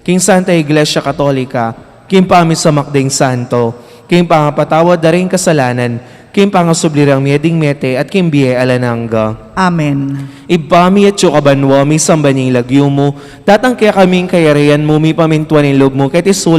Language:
Pampanga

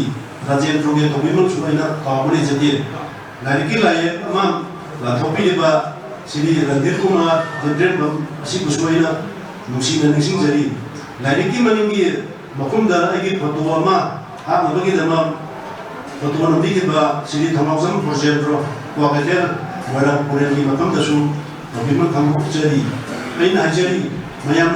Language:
Manipuri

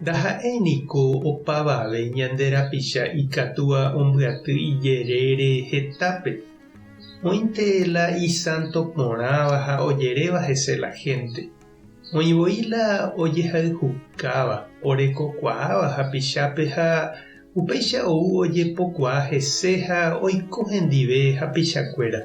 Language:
Guarani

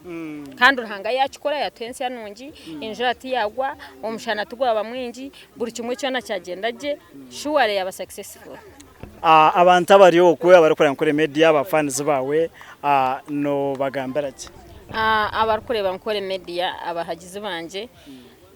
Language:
Nyankole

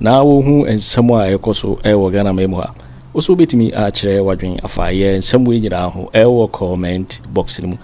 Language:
Akan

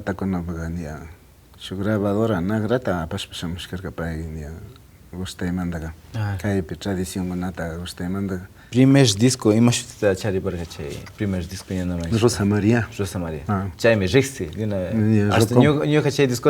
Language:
Imbabura Highland Quichua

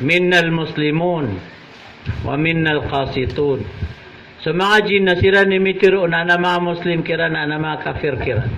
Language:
Maranao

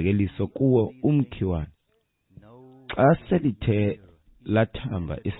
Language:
Xhosa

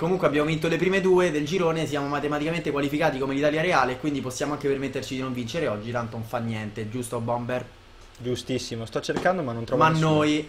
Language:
Italian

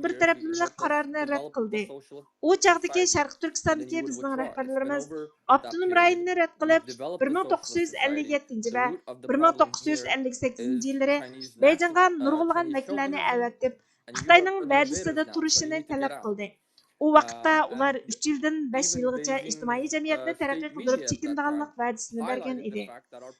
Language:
Uyghur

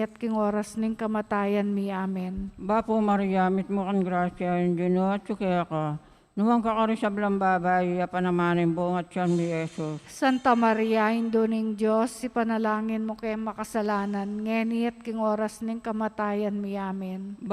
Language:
Pampanga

